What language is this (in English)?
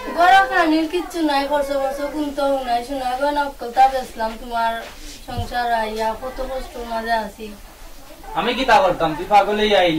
Sylheti